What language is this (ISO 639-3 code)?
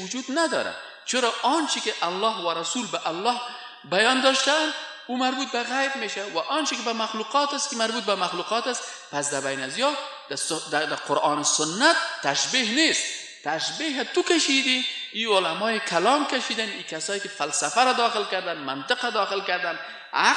fas